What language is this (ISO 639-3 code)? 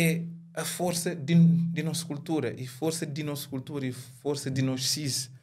kea